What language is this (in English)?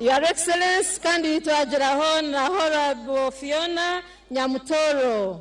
Nyankole